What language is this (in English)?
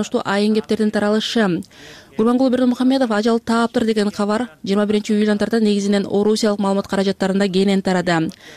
Kyrgyz